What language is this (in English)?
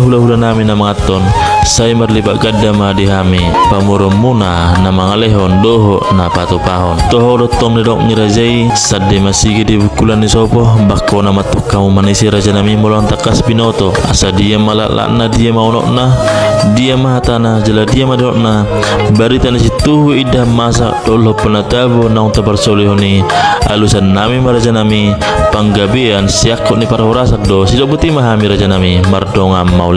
Batak Toba